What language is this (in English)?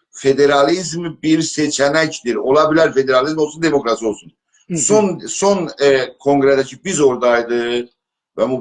South Azerbaijani